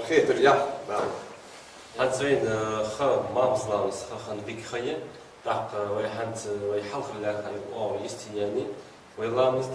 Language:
Ingush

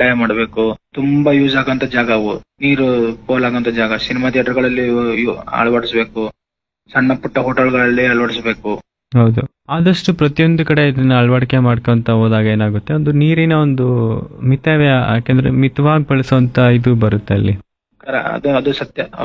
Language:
Kannada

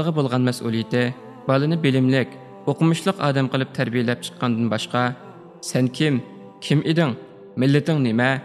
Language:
Uyghur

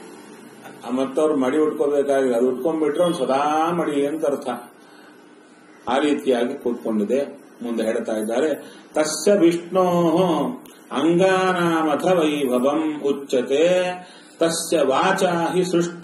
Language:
Kannada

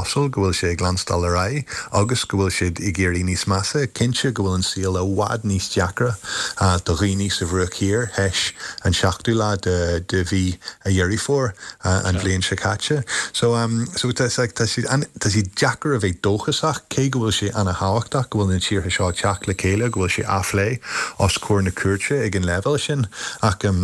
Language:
Irish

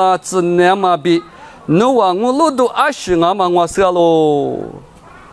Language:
Lisu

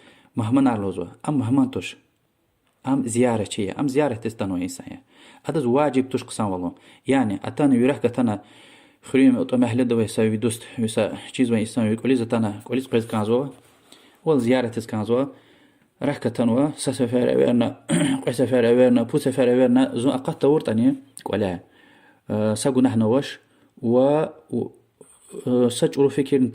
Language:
Lezghian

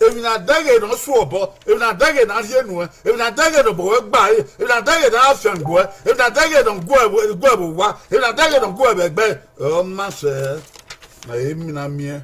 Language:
Bini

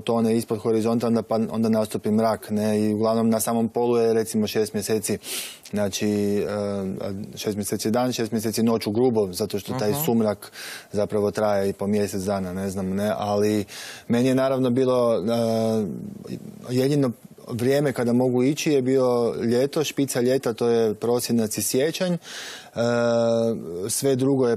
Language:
Croatian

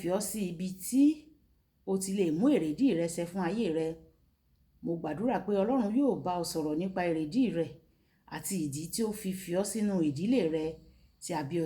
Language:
Yoruba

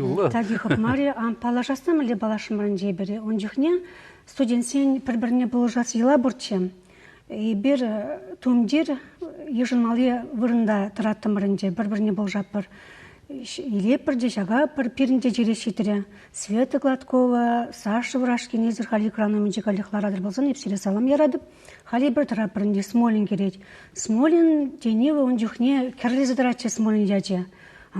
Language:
Chuvash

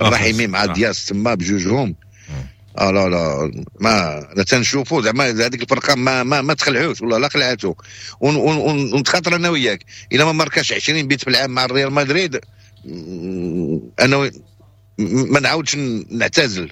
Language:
Moroccan Arabic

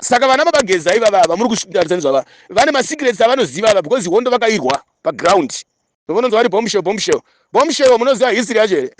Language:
Shona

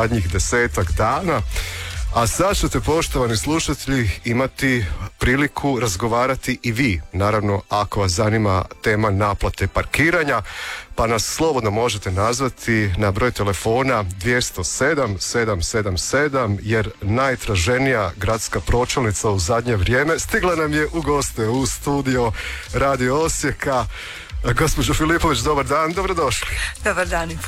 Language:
Croatian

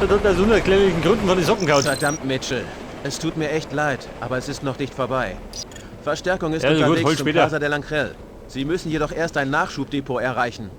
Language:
Bavarian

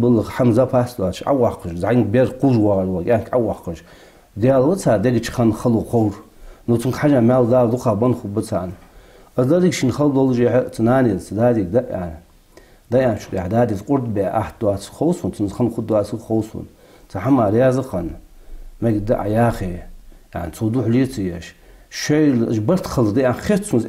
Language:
Ingush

